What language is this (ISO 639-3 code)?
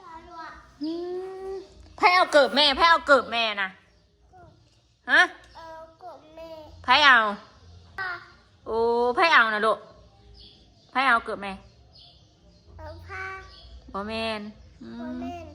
tts